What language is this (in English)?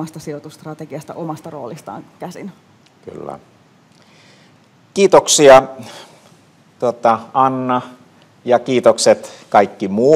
Finnish